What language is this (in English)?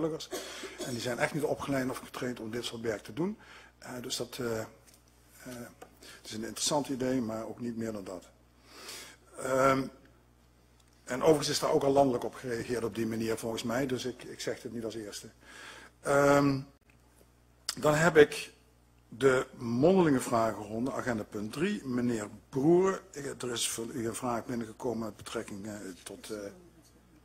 Dutch